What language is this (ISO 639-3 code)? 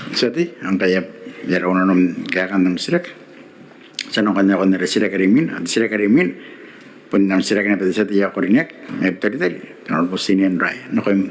gil